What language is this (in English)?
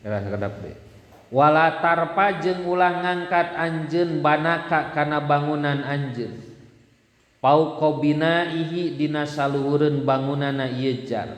Sundanese